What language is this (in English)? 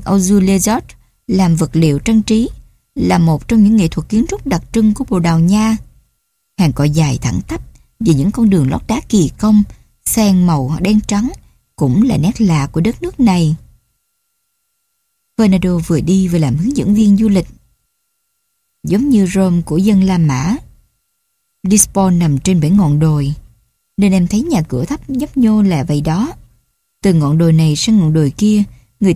Vietnamese